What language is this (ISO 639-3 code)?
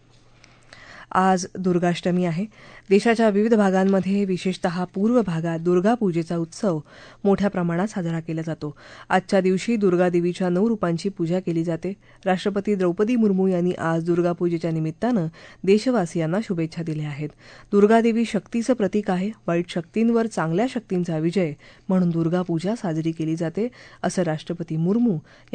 mar